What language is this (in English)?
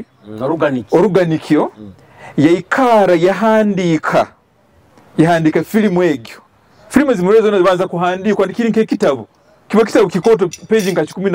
Nyoro